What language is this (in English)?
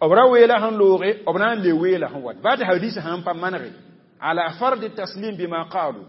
Mossi